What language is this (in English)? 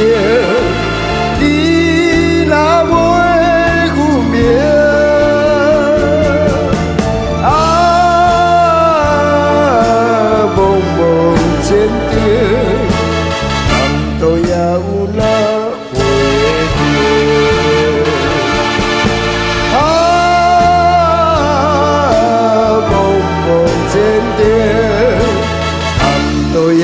Chinese